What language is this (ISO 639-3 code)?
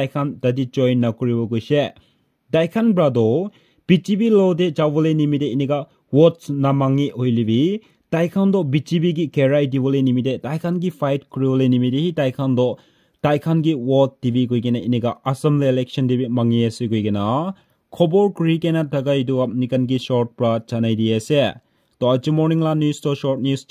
nag